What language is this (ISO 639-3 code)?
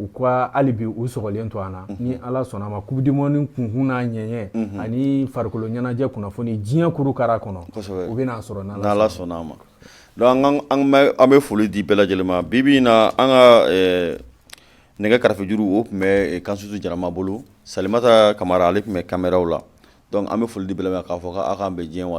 bam